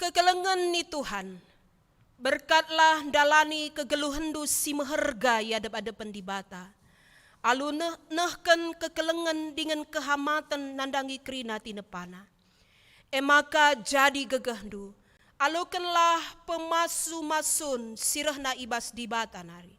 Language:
Batak Karo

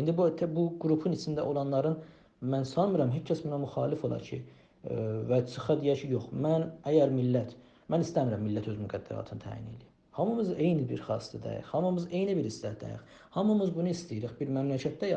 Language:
South Azerbaijani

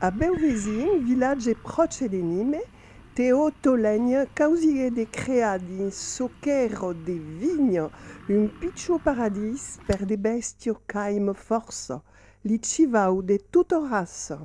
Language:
Occitan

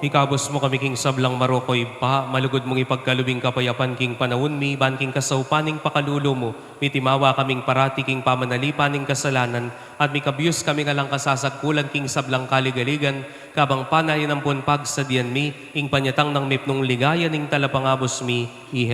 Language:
Pampanga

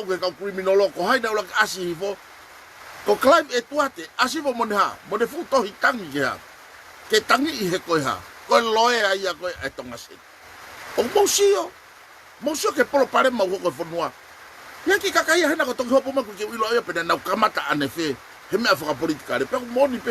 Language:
Tongan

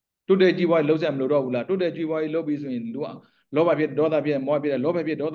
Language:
Burmese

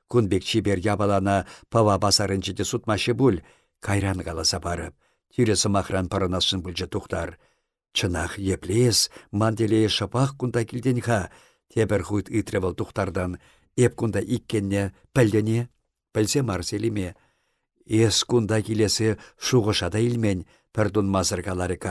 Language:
Chuvash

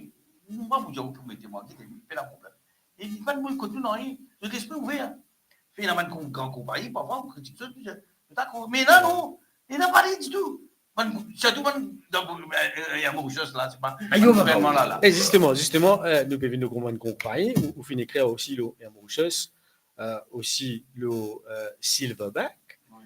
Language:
Morisyen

